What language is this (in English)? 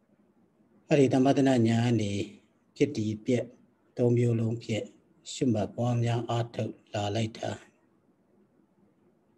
Burmese